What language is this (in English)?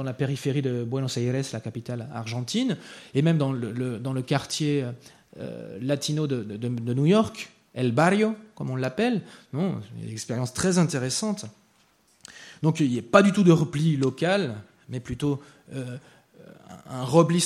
French